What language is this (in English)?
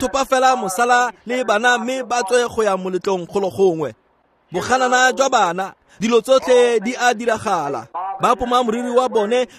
Tswana